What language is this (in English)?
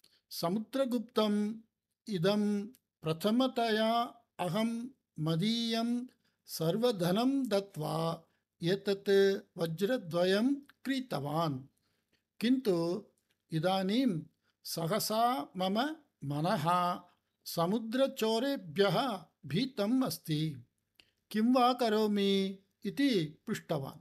Sanskrit